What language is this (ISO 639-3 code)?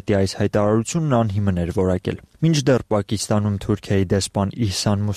hye